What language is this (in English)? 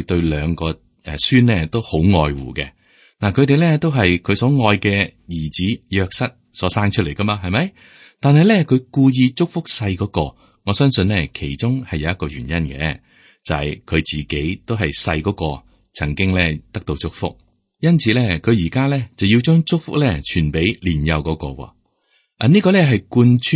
Cantonese